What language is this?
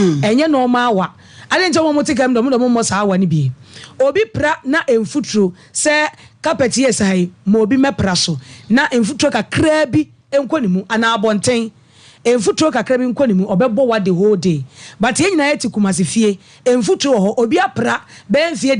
Akan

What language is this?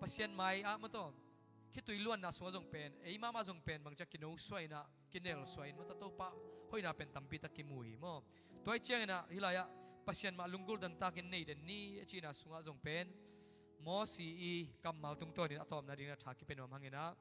Tedim Chin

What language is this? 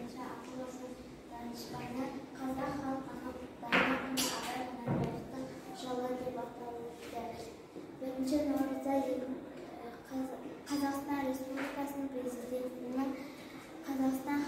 Kazakh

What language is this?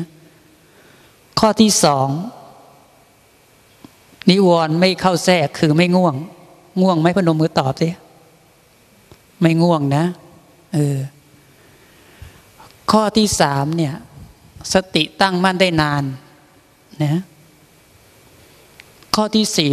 Thai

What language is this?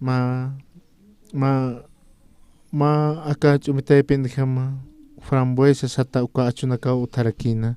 Aymara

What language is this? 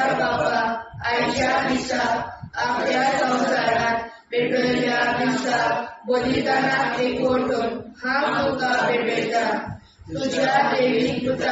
Konkani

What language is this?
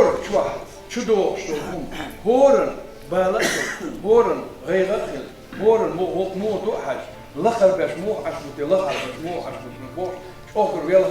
Chechen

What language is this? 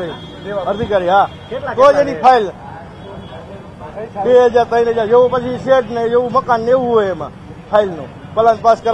Gujarati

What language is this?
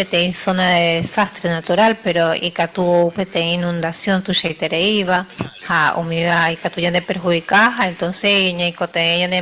Guarani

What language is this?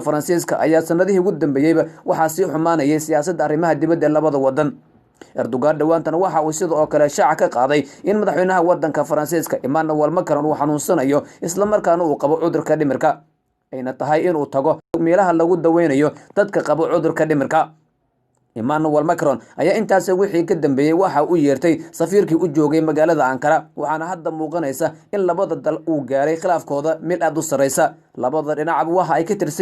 Somali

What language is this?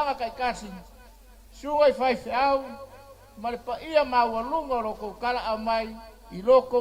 Samoan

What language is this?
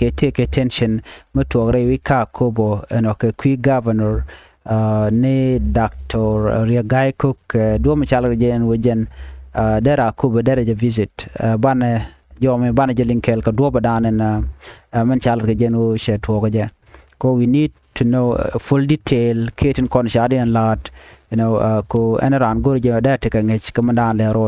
Nuer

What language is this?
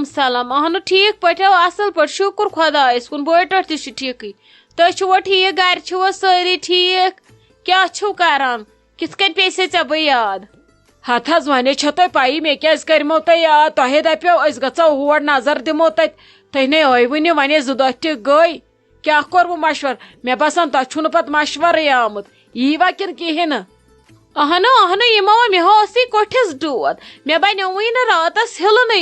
Kashmiri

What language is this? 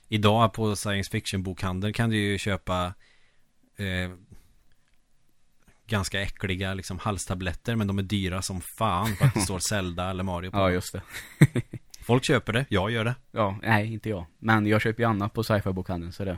Swedish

